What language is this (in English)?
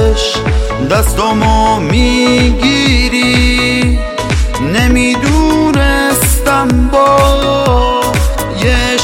Persian